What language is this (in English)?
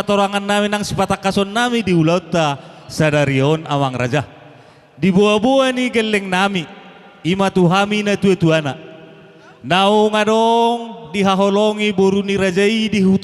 Batak Toba